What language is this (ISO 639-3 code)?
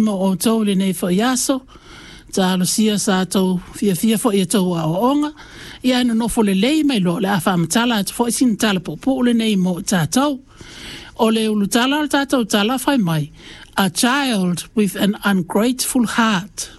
smo